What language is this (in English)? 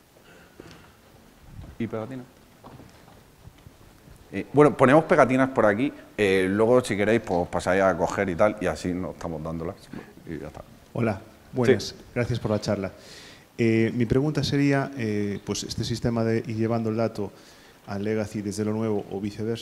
Spanish